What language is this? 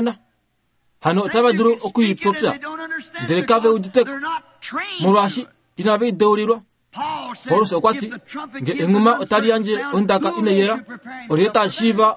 Kuanyama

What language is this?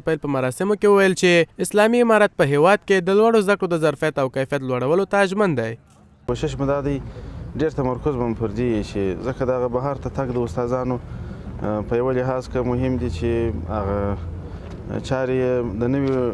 Pashto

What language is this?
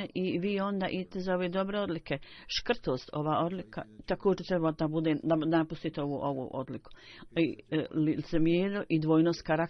Bosnian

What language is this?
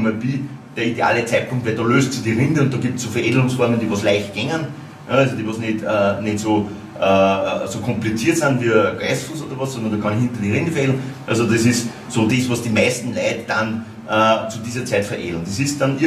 German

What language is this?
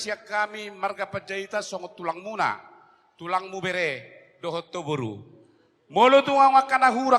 Batak Toba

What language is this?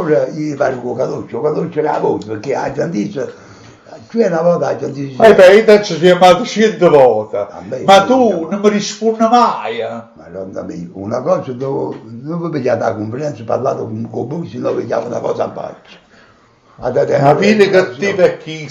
Neapolitan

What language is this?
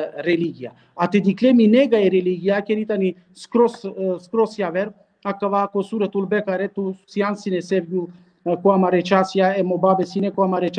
Balkan Romani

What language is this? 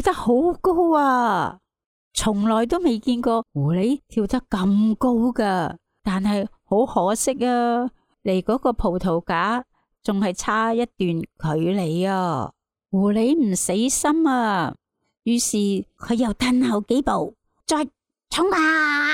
Cantonese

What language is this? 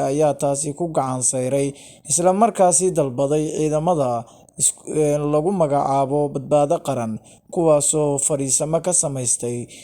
Somali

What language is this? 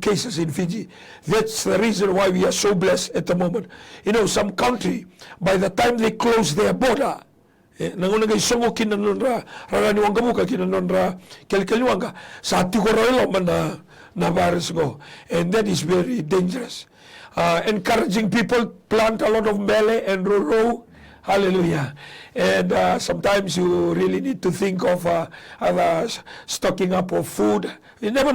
Fijian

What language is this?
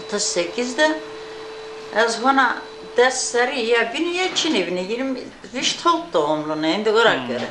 Zaza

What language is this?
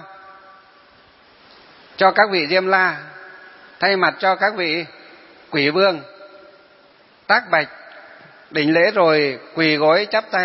Vietnamese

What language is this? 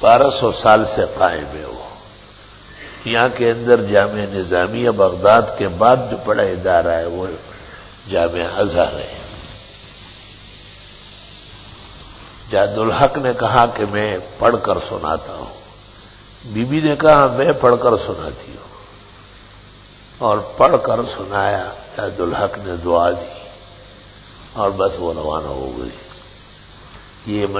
Urdu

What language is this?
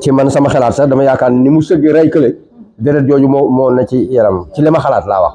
Wolof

